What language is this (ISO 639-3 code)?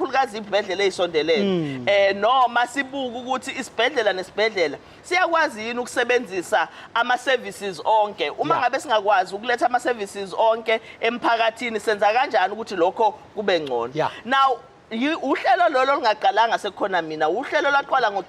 zul